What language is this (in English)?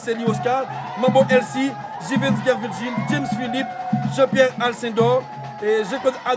Haitian Creole